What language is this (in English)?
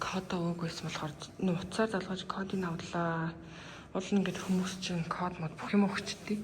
Mongolian